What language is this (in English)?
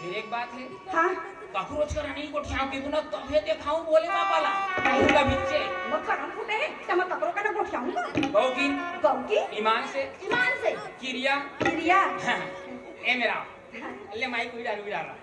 Chhattisgarhi